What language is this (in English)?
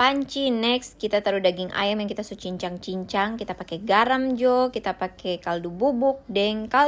Manado Malay